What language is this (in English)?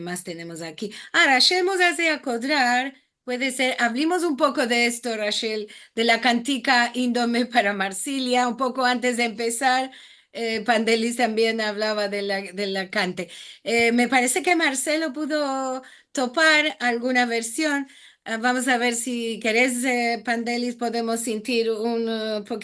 Ladino